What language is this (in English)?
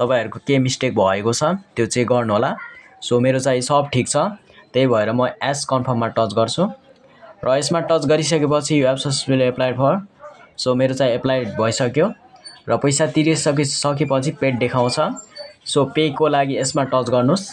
Nepali